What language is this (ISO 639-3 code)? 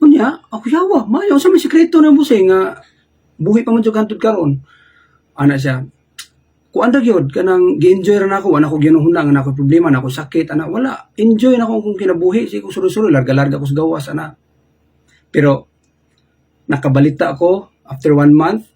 ceb